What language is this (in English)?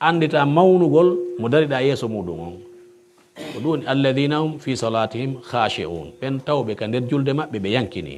Pular